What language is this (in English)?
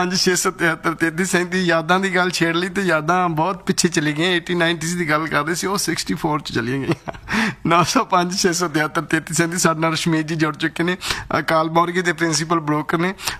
Punjabi